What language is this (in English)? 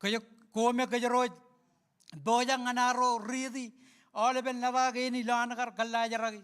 Marshallese